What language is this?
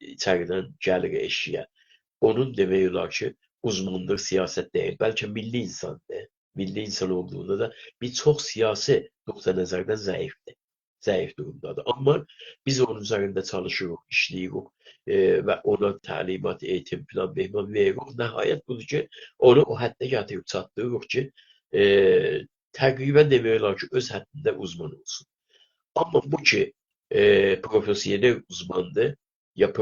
South Azerbaijani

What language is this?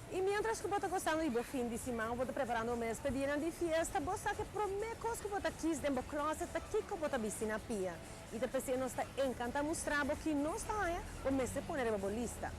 Papiamento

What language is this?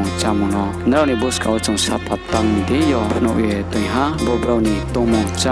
Riang (India)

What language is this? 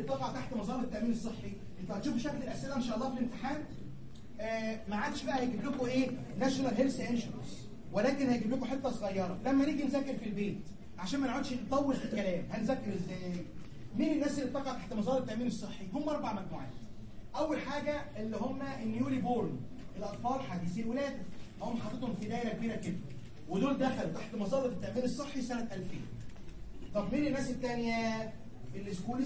Egyptian Arabic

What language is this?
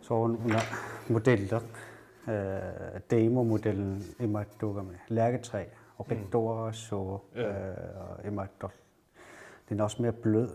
Kalaallisut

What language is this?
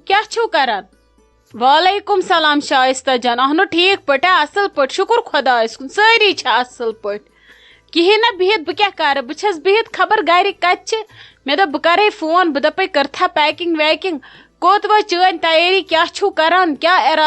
Kashmiri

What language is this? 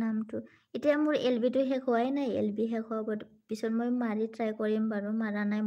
Bodo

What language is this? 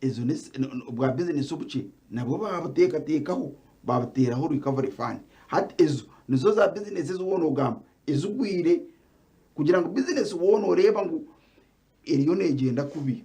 Nyankole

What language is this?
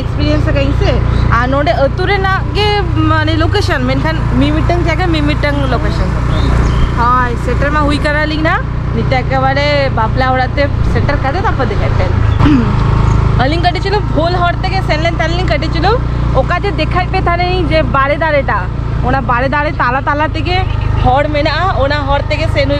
Santali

